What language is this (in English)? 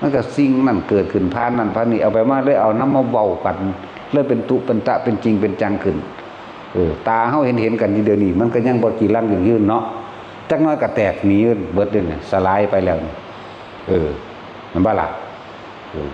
Northeastern Thai